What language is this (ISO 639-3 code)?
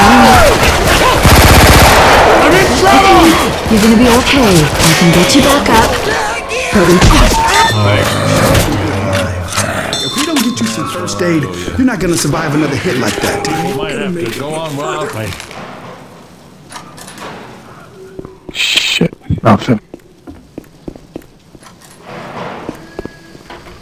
eng